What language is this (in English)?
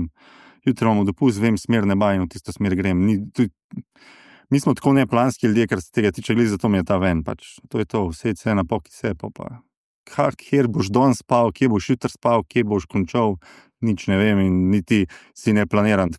Slovenian